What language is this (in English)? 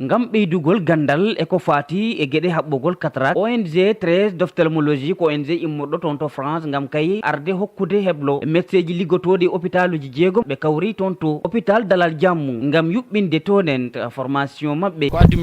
Fula